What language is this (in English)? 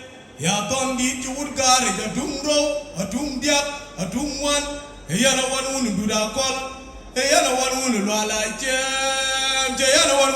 Dinka